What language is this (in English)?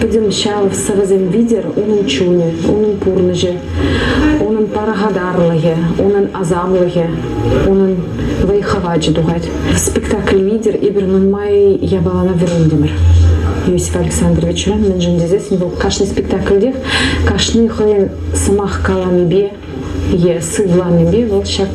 Chuvash